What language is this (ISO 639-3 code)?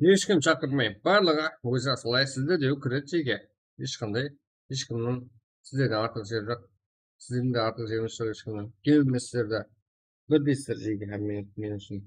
kaa